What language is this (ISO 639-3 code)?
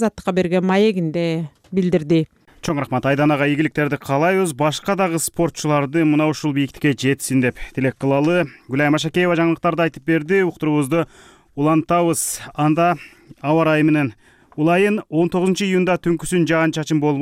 kir